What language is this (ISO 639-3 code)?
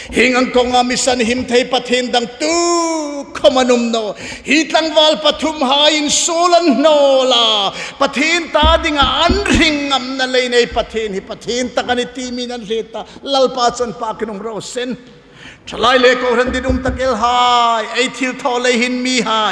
hmr